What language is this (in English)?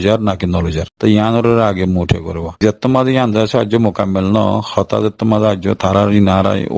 Rohingya